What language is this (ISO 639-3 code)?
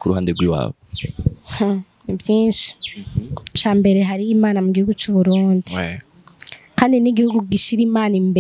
run